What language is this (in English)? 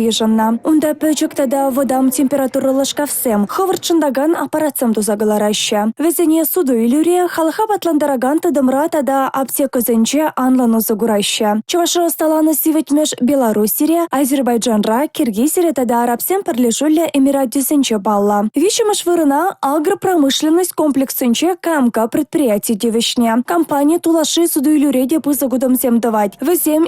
Chuvash